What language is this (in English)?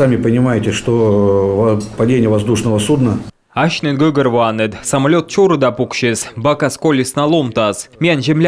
Komi